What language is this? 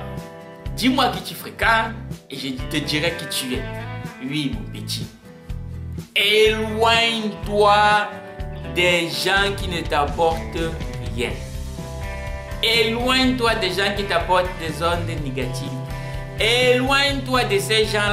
French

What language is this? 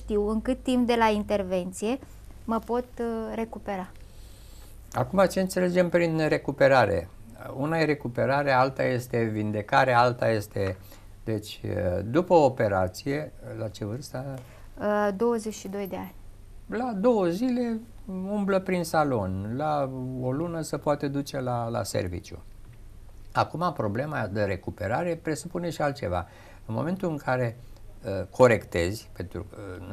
Romanian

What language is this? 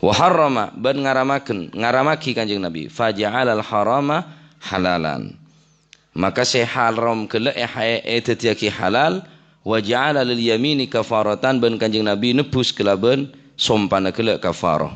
Madurese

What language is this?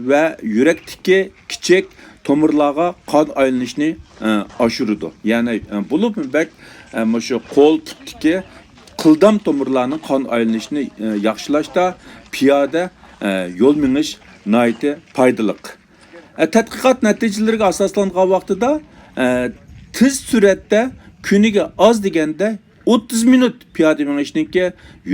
Uyghur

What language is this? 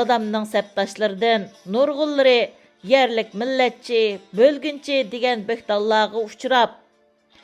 Uyghur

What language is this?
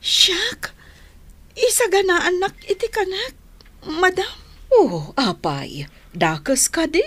Iloko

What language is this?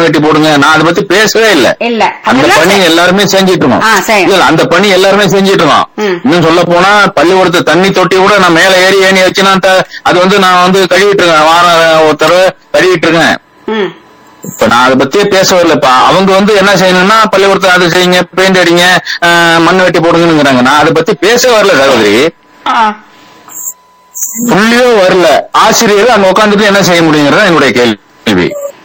Tamil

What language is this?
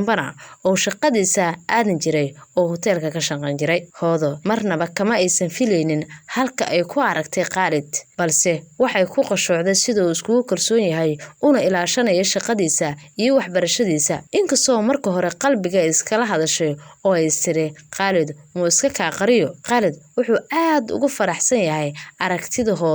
Somali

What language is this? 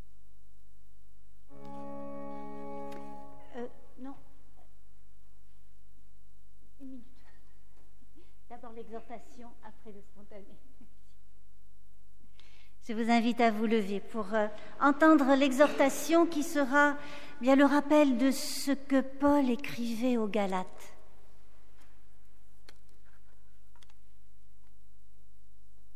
French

